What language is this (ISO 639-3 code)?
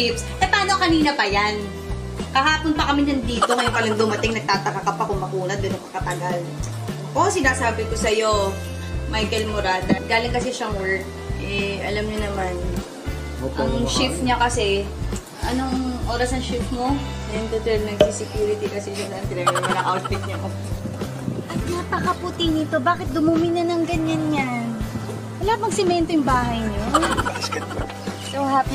fil